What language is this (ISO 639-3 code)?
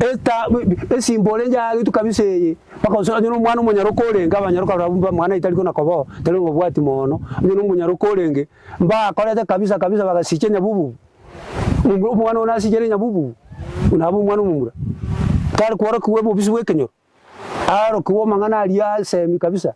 guz